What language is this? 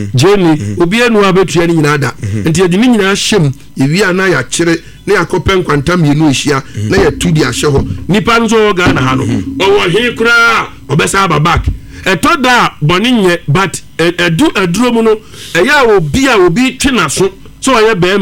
Akan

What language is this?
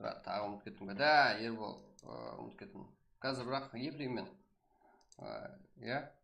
Kara-Kalpak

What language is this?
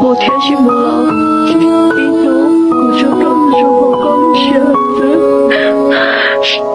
Hmong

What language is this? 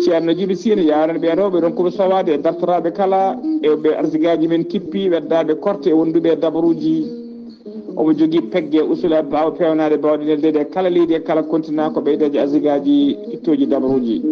Fula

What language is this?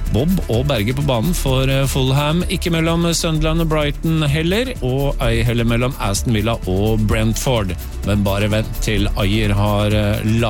Norwegian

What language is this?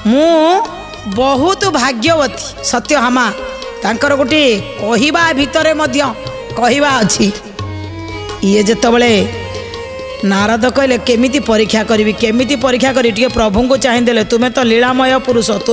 Odia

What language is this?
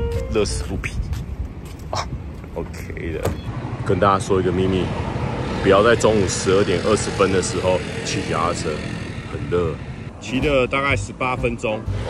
Chinese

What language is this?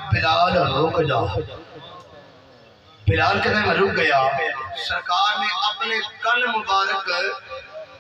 Urdu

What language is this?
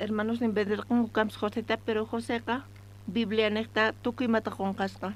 South Bolivian Quechua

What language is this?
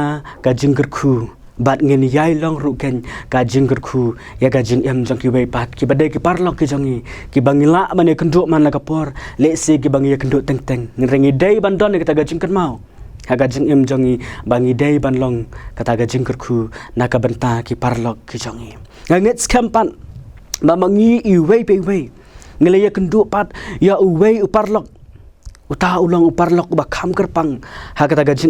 Khasi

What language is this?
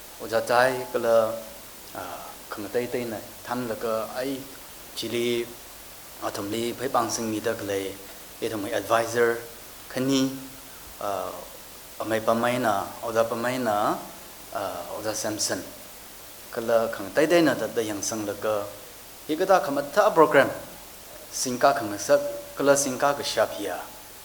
Tangkhul Naga (India)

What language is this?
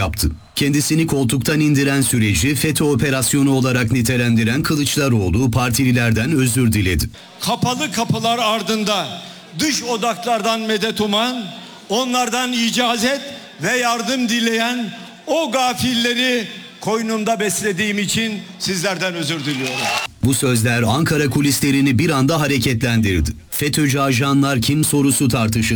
Turkish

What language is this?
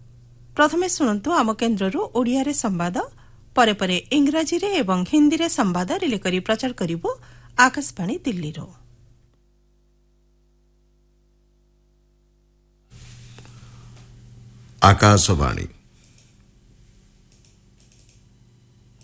Odia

